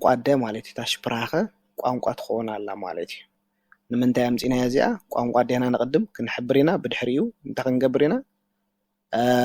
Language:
Tigrinya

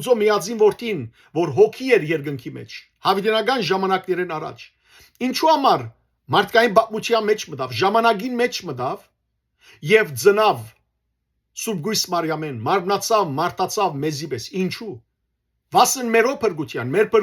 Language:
Western Armenian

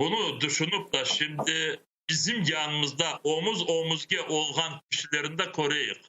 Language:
Crimean Tatar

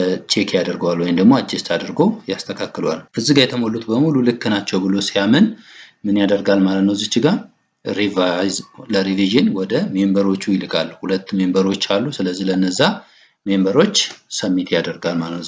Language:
Amharic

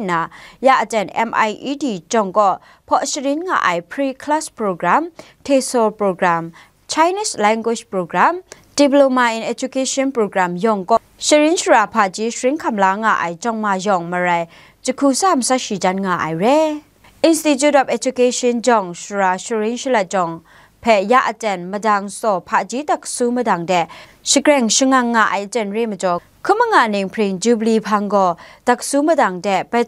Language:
Kachin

